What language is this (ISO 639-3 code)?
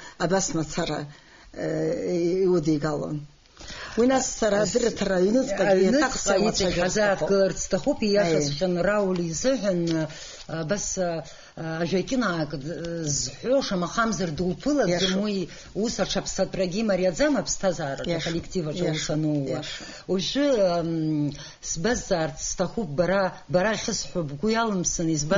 abk